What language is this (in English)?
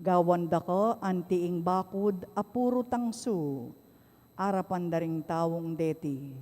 Pampanga